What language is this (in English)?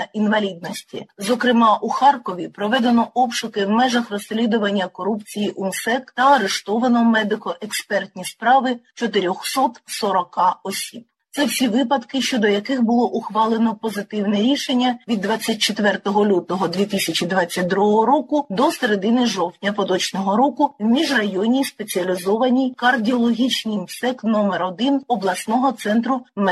Ukrainian